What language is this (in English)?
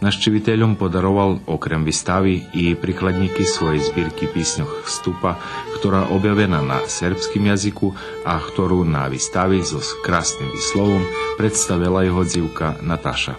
Rusyn